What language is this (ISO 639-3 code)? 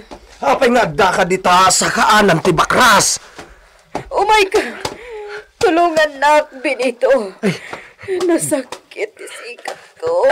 ilo